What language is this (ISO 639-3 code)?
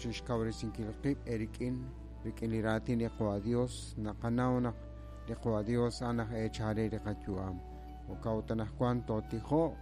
kek